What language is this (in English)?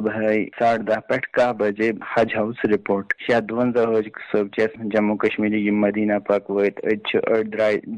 Kashmiri